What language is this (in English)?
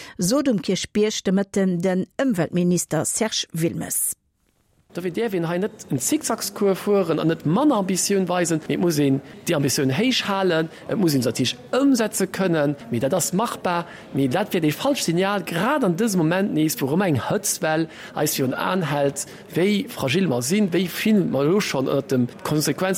Luxembourgish